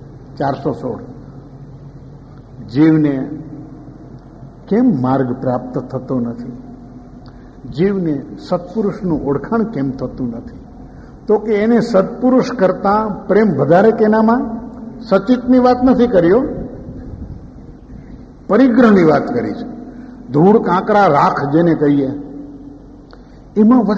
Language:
Gujarati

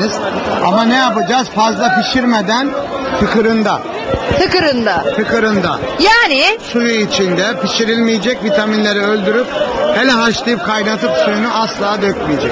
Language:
Turkish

